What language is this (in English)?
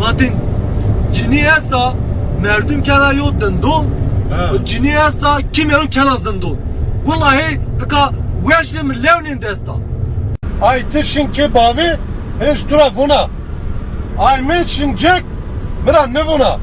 Zaza